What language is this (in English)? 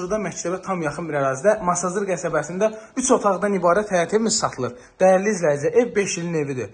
Azerbaijani